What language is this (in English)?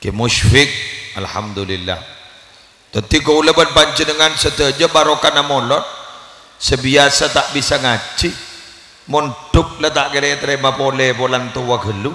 Madurese